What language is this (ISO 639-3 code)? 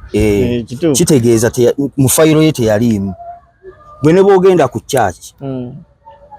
lug